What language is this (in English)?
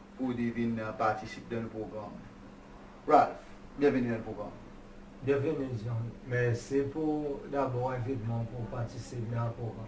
Seselwa Creole French